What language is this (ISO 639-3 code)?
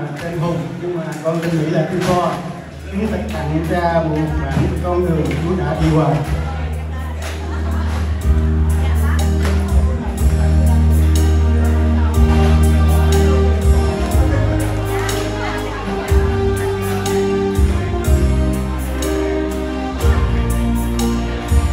vie